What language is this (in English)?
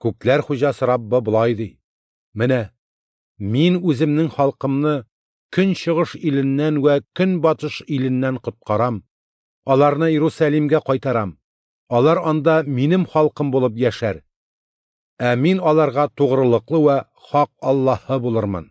Tatar